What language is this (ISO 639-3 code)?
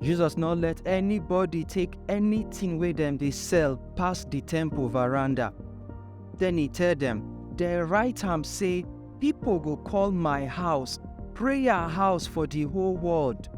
pcm